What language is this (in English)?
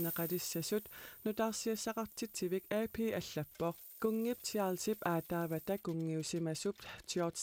Kalaallisut